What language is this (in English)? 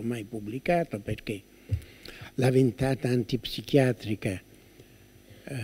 Italian